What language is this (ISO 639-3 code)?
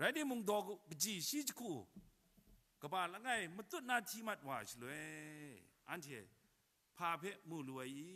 kac